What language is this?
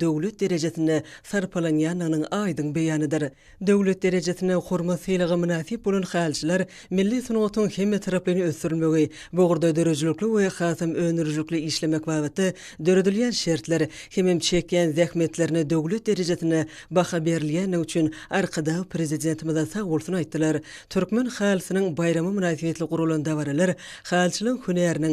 Turkmen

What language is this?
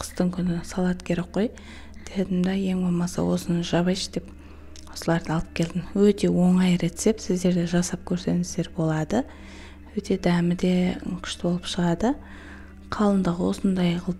Kazakh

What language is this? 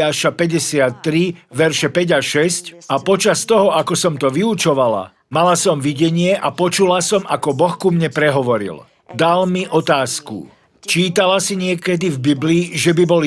Slovak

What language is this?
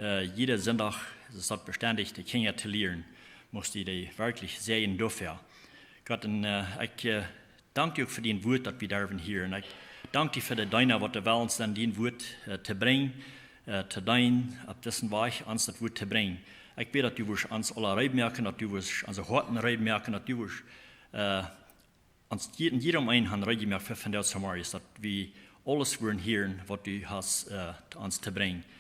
Plautdietsch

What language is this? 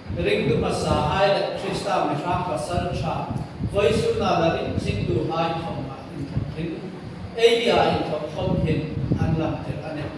Hmar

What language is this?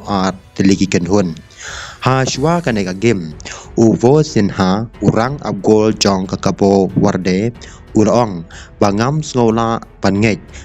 Khasi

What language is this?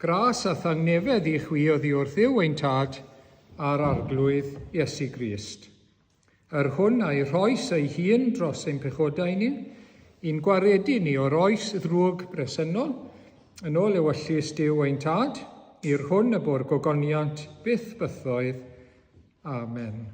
Welsh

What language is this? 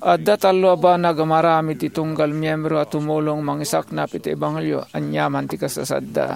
Iloko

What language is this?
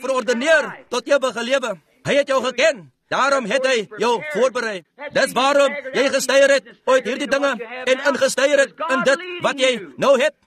Afrikaans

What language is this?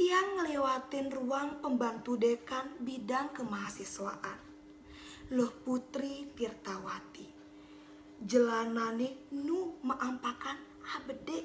Balinese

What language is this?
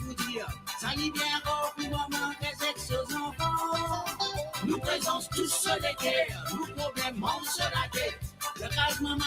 Morisyen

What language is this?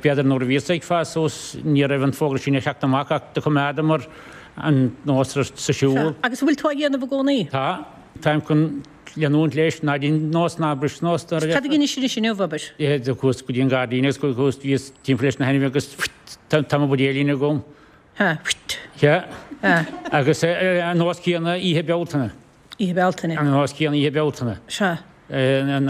Irish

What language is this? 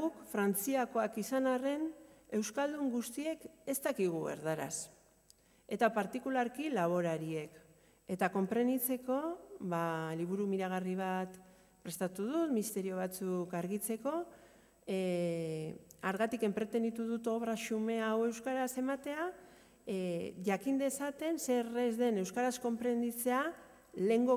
Basque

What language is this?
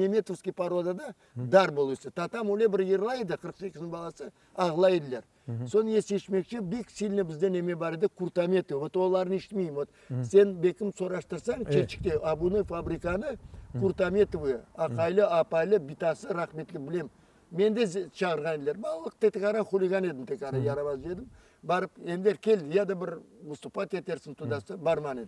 Crimean Tatar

